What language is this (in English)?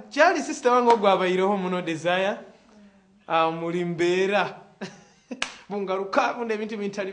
Nyoro